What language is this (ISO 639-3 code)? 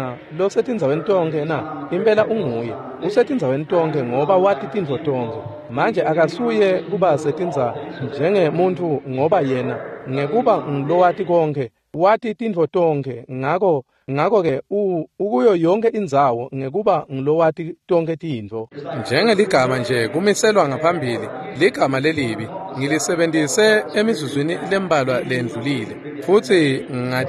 ssw